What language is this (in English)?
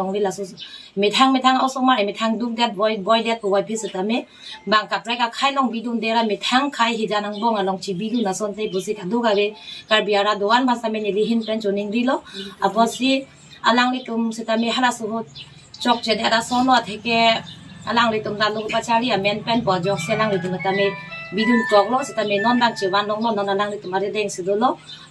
Karbi